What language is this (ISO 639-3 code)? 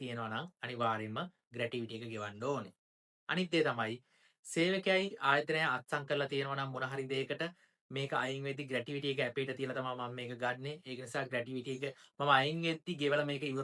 sin